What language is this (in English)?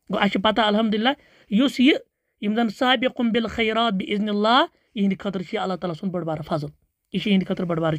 Kashmiri